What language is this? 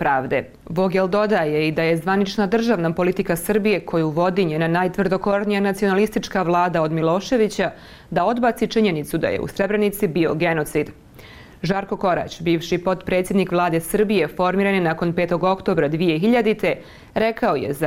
Serbian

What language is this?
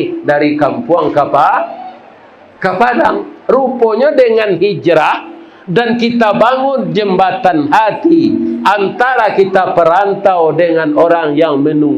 Minangkabau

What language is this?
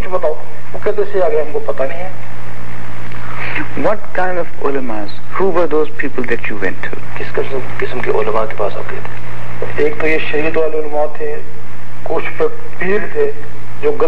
Urdu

